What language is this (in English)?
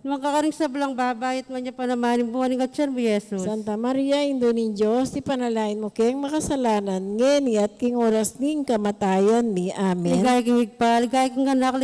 Pampanga